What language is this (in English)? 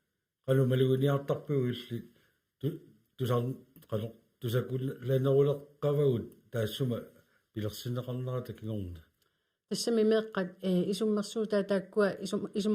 Kalaallisut